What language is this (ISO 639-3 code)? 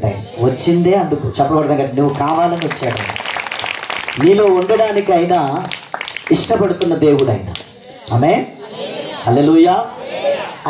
tel